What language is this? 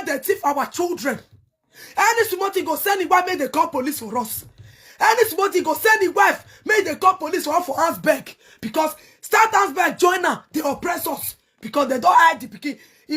Nigerian Pidgin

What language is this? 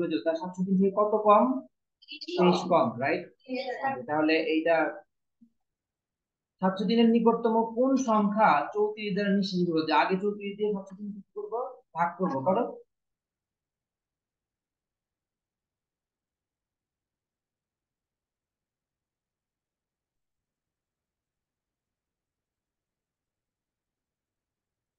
Bangla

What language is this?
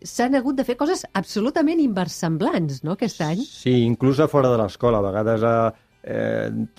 Catalan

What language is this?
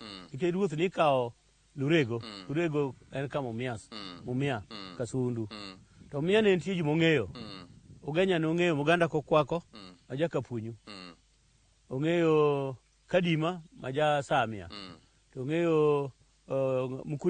Luo (Kenya and Tanzania)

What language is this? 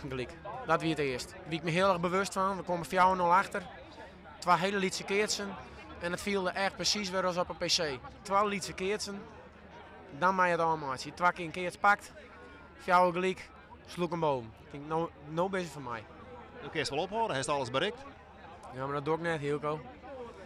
Western Frisian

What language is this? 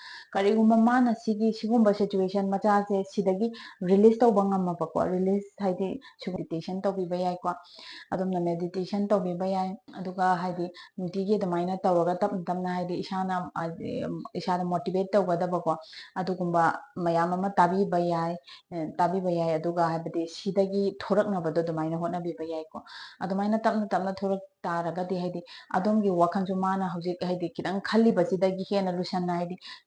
Manipuri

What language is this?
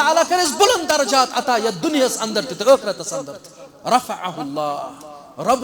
Kashmiri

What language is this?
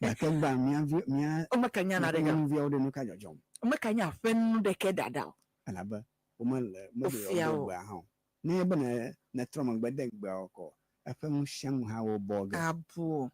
Ewe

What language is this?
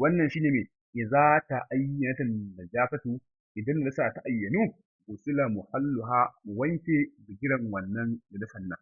Hausa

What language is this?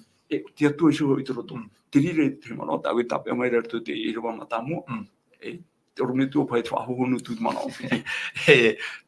Tahitian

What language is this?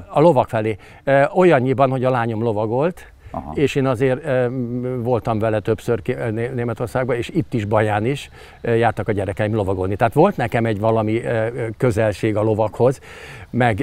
Hungarian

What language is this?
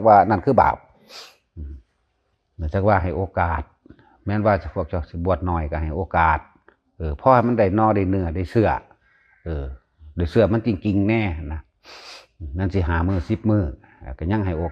Northeastern Thai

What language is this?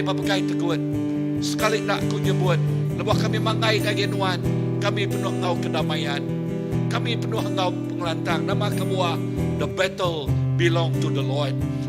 Iban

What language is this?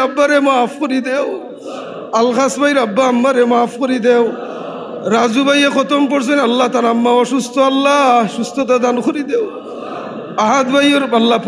Sylheti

